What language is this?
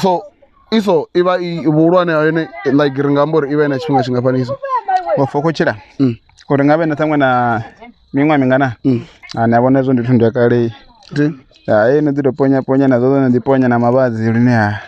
Venda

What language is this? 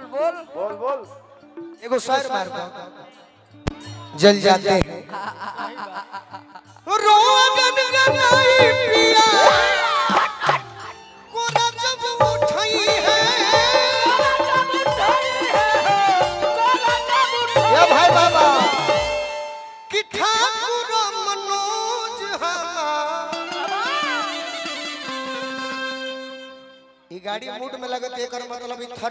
Bhojpuri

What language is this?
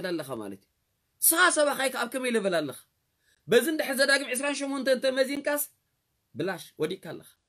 Tigrinya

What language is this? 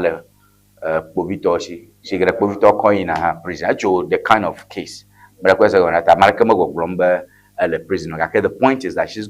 Ewe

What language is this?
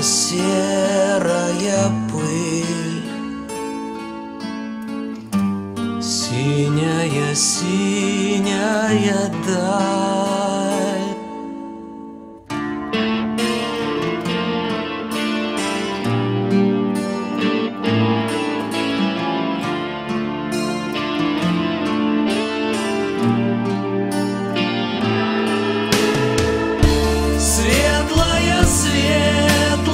Russian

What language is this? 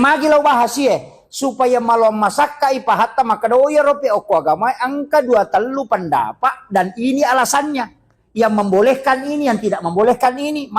Buginese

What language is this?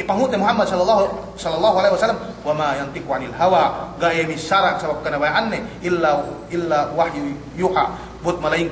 Yakan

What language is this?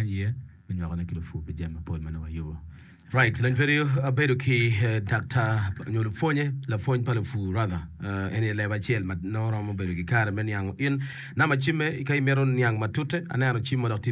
Acoli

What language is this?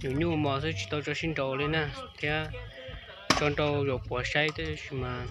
Hmong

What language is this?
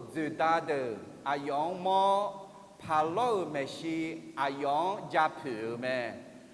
Akha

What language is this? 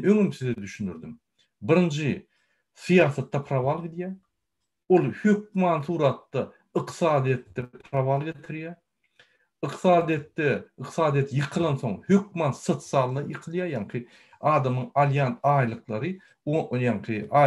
Turkmen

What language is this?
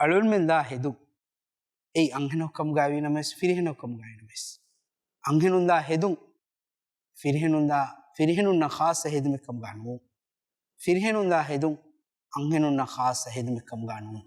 Divehi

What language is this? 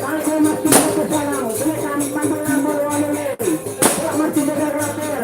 Madurese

